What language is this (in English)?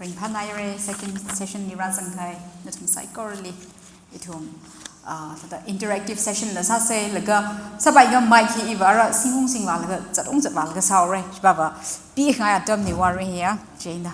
Tangkhul Naga (India)